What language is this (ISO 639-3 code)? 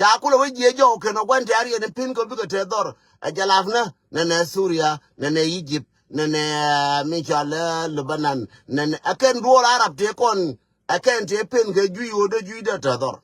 nus